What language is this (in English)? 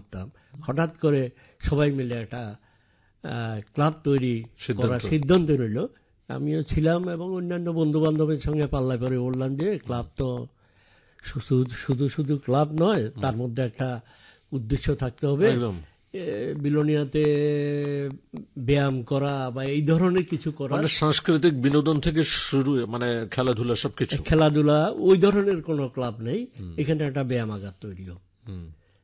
Bangla